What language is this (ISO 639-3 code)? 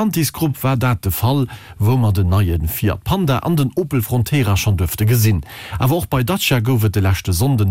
ltz